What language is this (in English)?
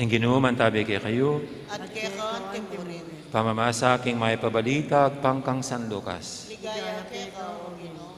Pampanga